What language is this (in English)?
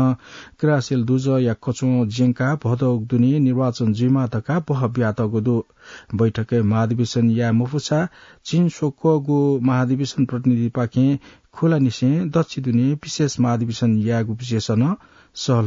Newari